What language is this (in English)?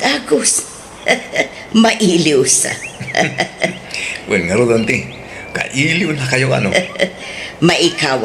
Iloko